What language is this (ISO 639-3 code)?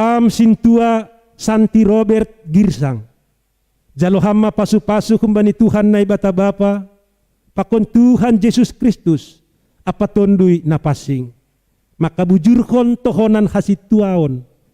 bts